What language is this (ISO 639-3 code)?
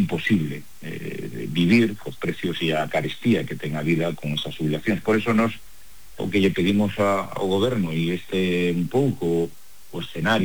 glg